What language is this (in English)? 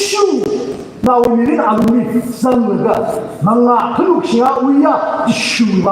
Tangkhul Naga (India)